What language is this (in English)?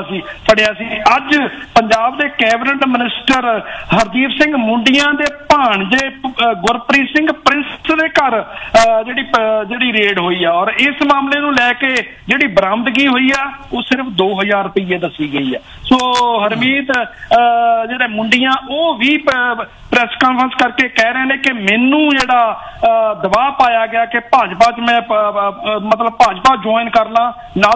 Punjabi